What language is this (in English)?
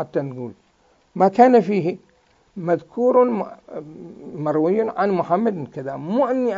Mesopotamian Arabic